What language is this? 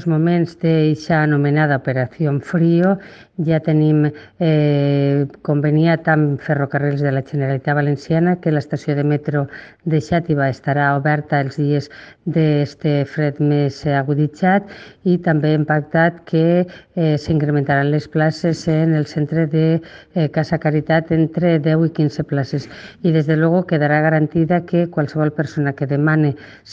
Catalan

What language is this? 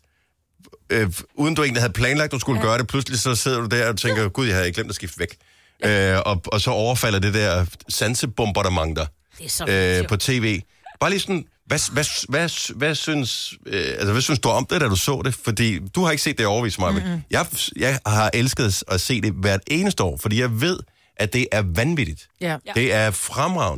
Danish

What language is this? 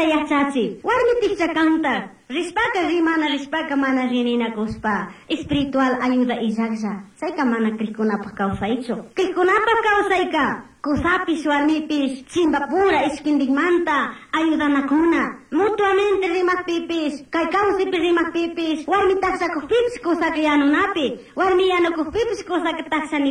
Chimborazo Highland Quichua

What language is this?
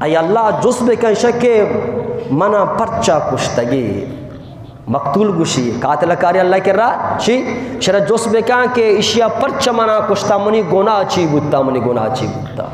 Eastern Balochi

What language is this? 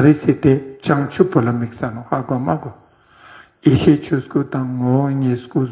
Ladakhi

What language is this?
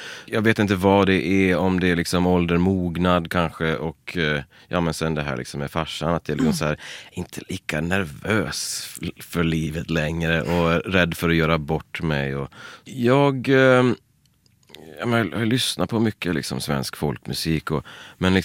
Swedish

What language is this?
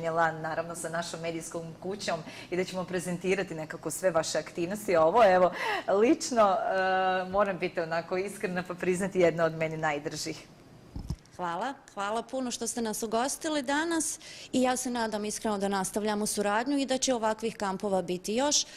Bosnian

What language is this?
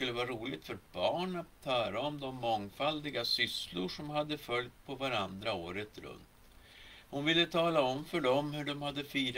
Swedish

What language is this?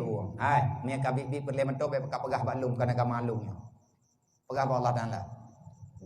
Achinese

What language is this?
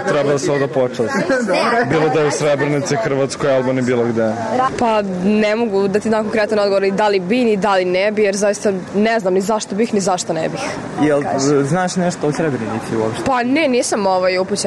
Serbian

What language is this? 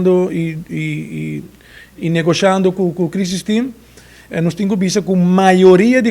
Papiamento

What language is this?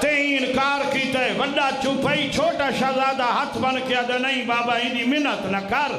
Saraiki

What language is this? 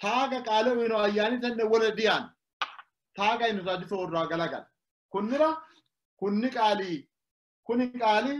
Sidamo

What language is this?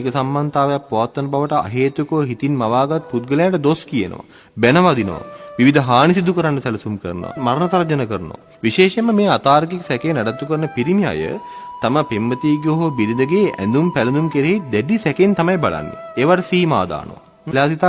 Sinhala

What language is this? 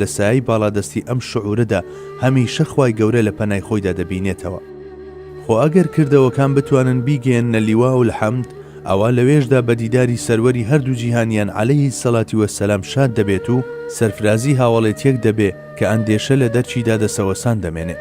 Central Kurdish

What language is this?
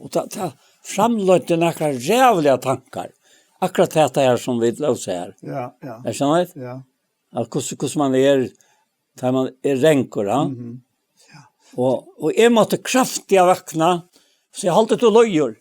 Faroese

